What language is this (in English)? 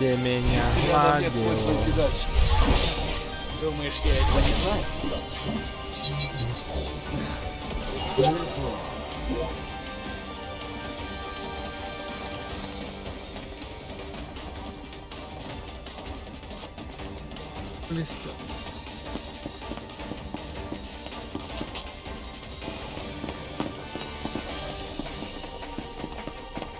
Russian